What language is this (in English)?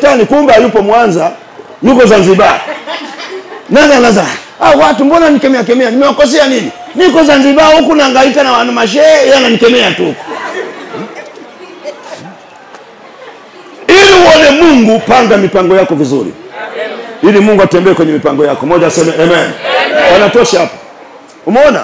Swahili